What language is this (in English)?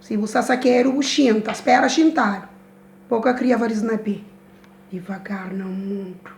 Kabuverdianu